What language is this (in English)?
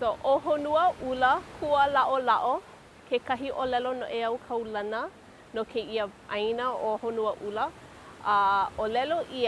Hawaiian